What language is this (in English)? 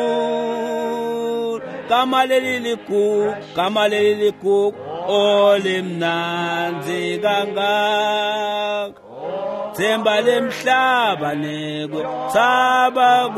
Swati